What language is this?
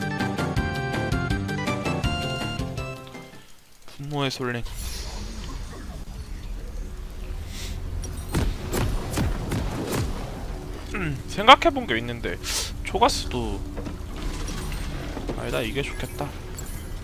Korean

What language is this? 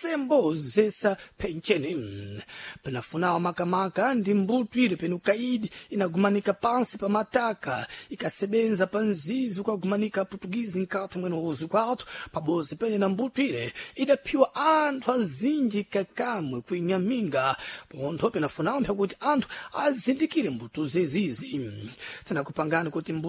Sena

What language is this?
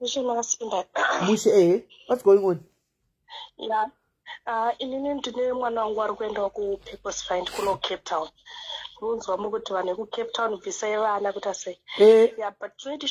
Shona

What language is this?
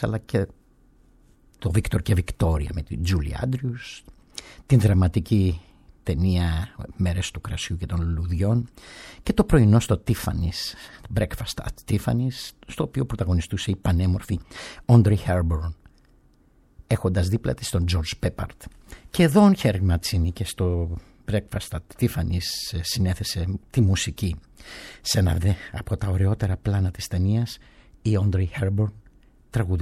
Greek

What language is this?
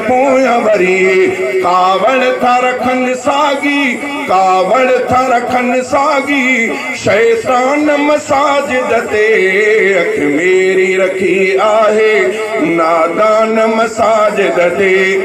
Sindhi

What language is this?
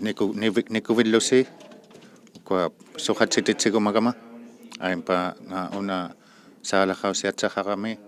Inuktitut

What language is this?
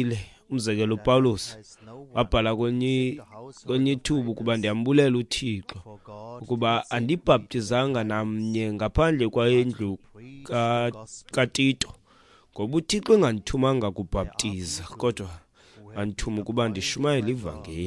Xhosa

